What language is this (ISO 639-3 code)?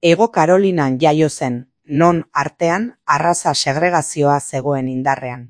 eus